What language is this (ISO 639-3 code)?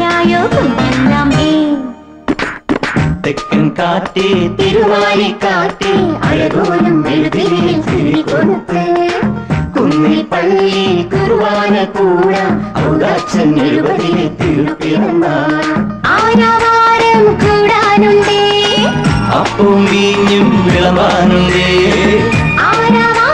mal